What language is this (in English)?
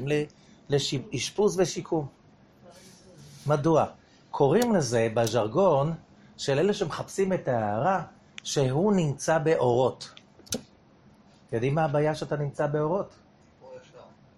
Hebrew